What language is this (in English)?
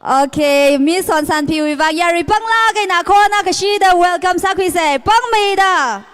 Tangkhul Naga (India)